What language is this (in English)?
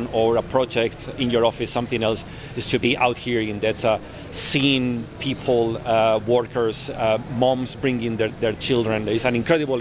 English